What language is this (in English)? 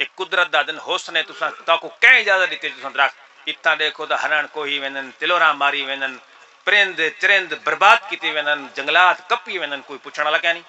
Saraiki